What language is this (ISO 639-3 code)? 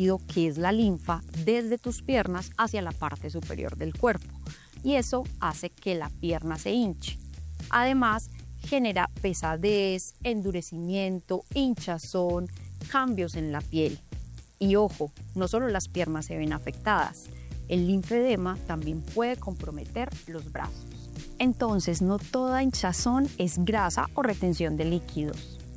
spa